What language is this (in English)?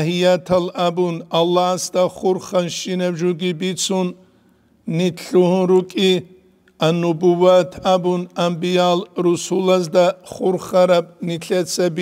Avaric